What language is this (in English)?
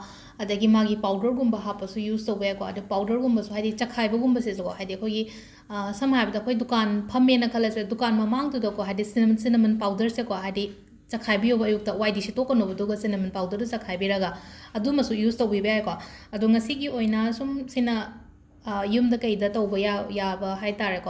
Manipuri